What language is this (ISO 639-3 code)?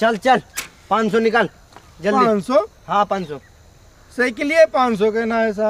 awa